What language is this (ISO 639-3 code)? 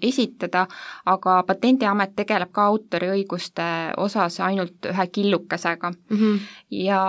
est